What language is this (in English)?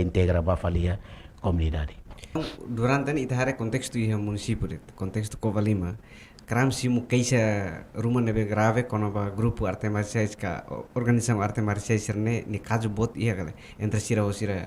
Tetum